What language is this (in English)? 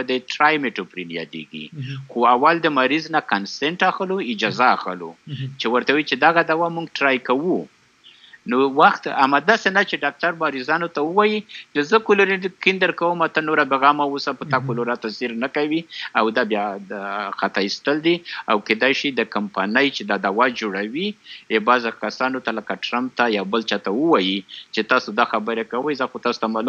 Pashto